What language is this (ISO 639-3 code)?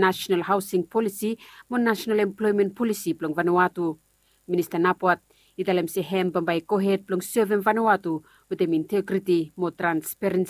bis